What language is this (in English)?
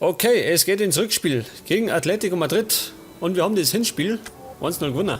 Bavarian